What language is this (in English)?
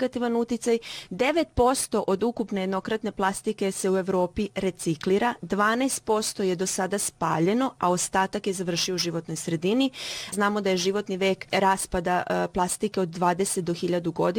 Serbian